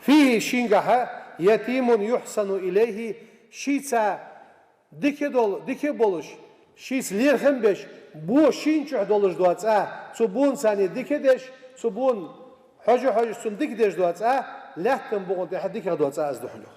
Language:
Ingush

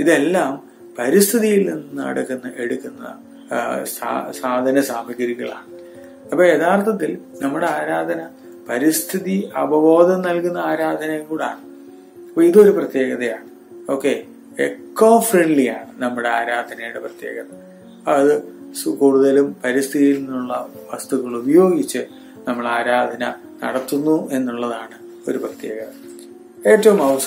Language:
Malayalam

